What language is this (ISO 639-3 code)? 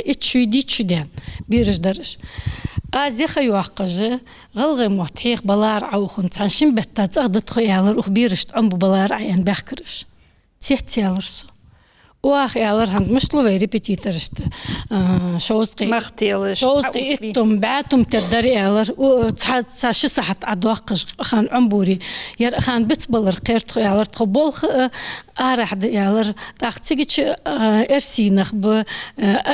inh